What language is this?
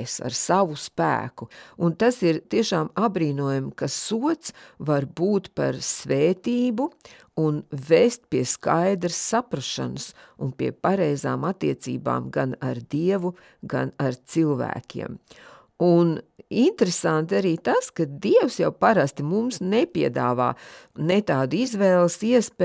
Latvian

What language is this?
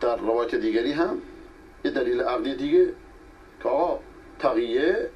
Persian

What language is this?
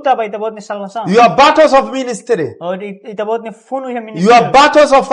Tetum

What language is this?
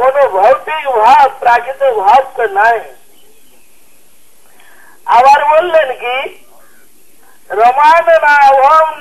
Hindi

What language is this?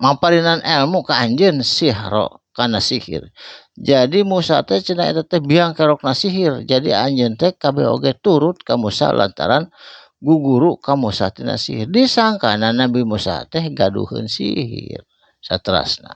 Sundanese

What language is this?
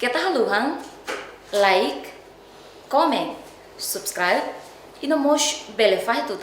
Tetum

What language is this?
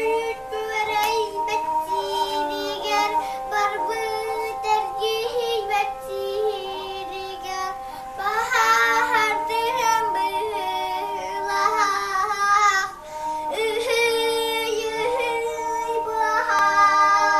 Yakut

